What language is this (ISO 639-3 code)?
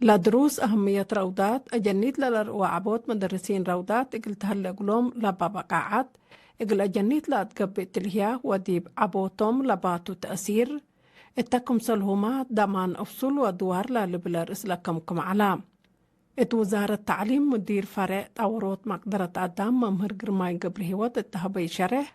tig